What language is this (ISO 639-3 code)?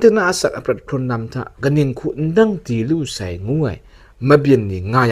kac